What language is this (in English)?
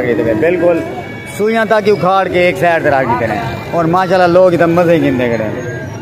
Saraiki